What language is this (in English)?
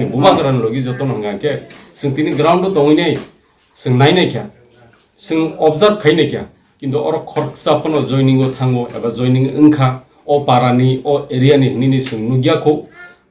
Kok Borok